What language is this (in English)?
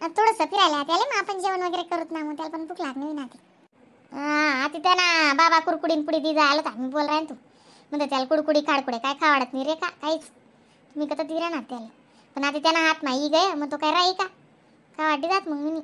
Khandesi